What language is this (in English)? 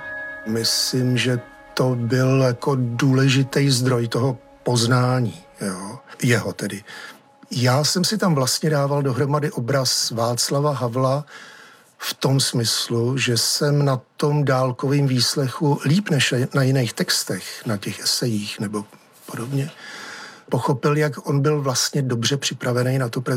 Czech